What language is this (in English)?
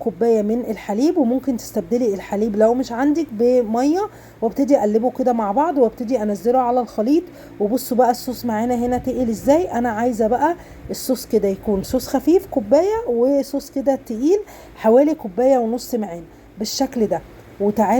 Egyptian Arabic